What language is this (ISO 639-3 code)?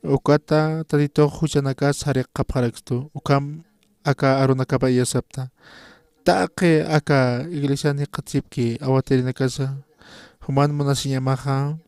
aym